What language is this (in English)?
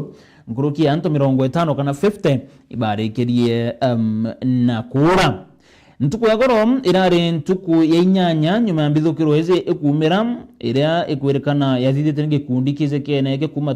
Meru